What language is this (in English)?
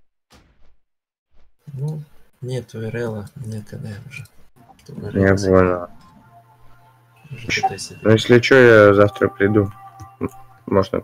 Russian